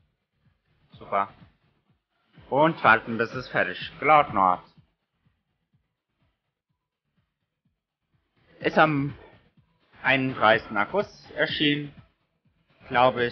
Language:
German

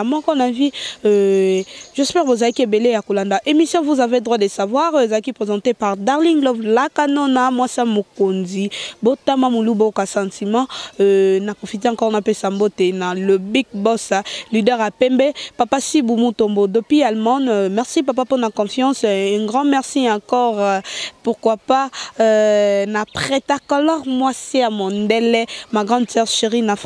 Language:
Lingala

